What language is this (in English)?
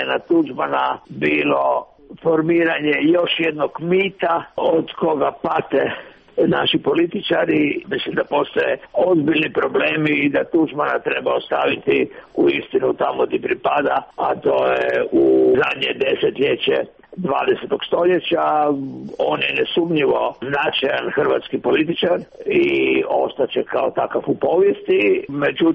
Serbian